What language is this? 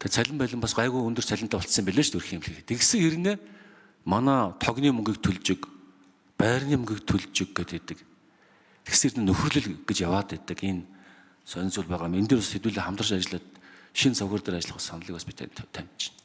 Mongolian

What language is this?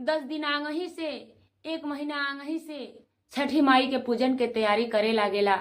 Bhojpuri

